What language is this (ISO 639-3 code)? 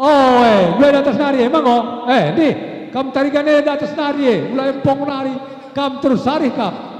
btx